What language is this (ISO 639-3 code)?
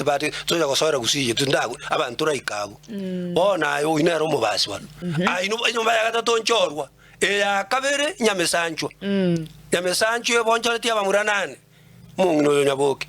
guz